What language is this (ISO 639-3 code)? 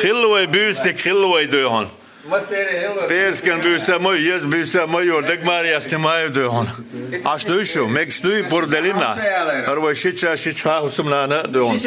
che